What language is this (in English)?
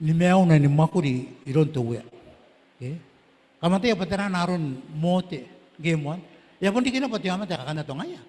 Gilbertese